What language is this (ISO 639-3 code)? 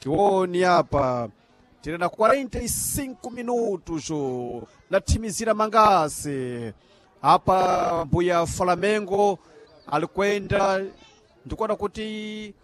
seh